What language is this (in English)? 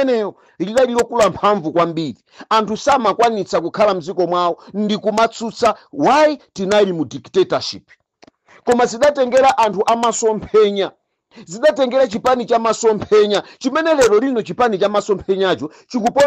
Nyanja